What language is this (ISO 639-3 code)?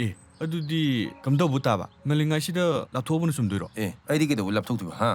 mni